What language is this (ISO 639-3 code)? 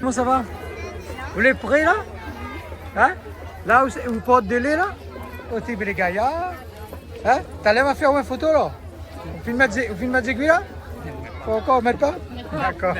rcf